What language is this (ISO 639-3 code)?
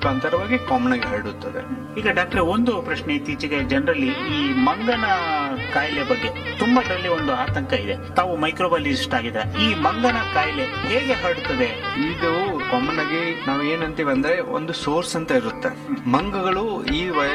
kan